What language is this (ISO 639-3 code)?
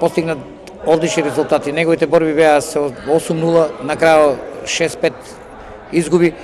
mkd